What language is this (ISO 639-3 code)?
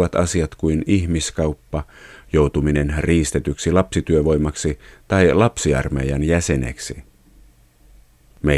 fin